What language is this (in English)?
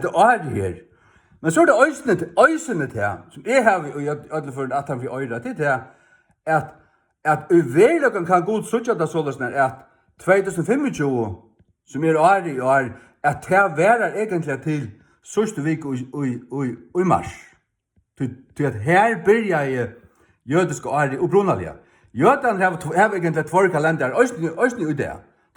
Faroese